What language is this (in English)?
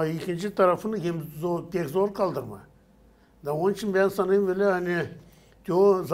Gagauz